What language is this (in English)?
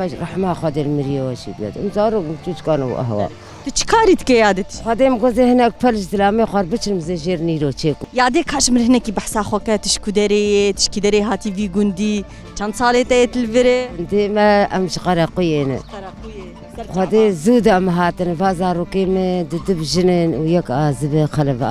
Kurdish